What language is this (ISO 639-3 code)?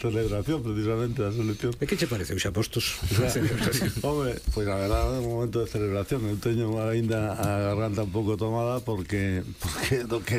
glg